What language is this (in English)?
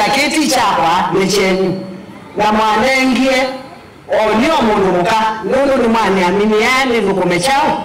Kamba